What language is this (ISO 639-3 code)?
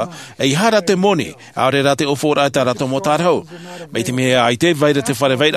tah